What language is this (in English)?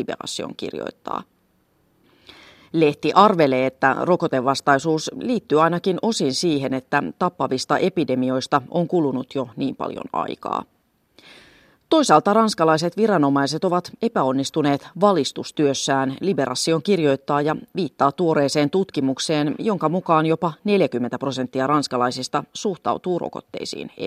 Finnish